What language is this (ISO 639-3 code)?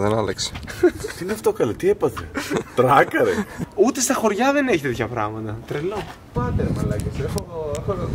ell